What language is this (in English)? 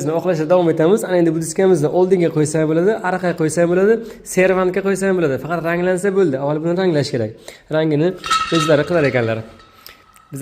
Uzbek